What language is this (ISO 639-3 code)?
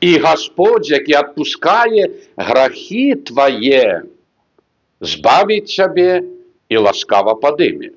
bel